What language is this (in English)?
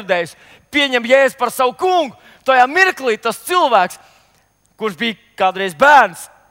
Latvian